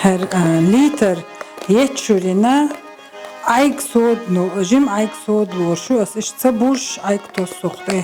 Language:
Chechen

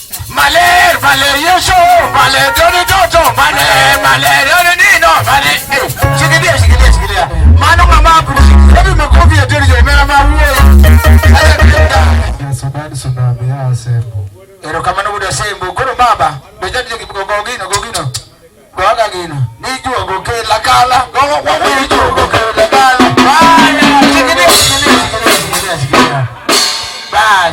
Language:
Luo (Kenya and Tanzania)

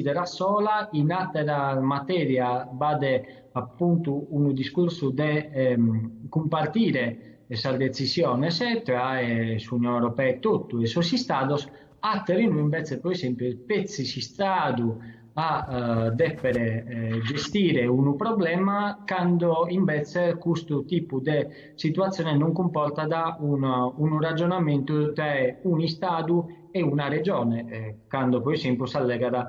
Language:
Sardinian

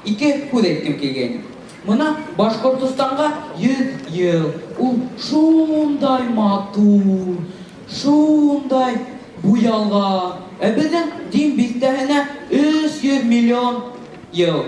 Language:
Bashkir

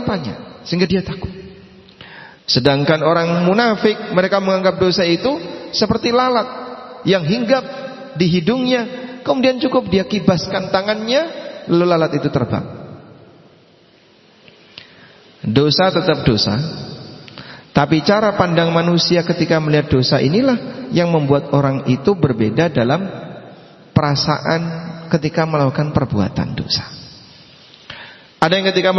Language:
Indonesian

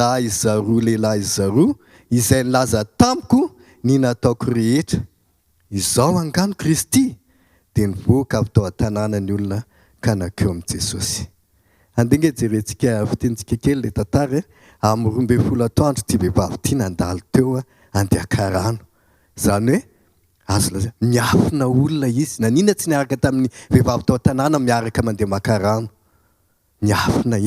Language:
Malagasy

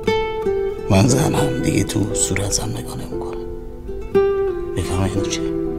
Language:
Persian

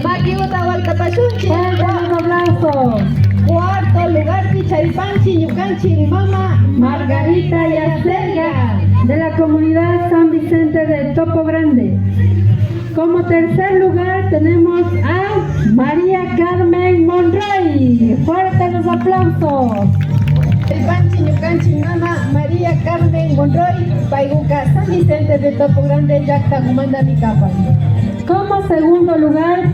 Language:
Imbabura Highland Quichua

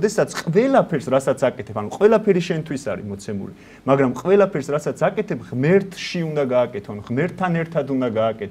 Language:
Georgian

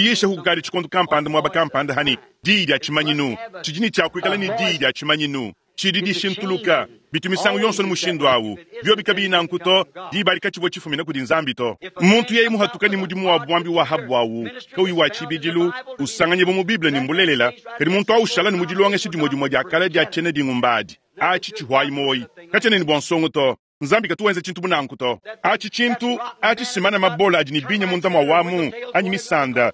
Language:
Luba-Lulua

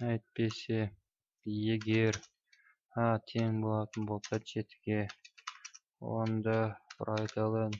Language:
Kazakh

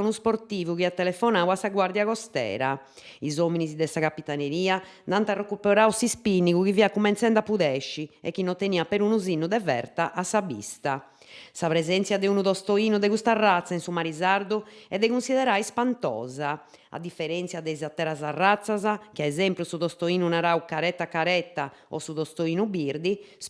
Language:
Sardinian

